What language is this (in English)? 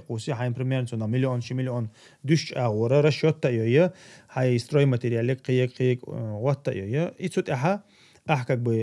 Chechen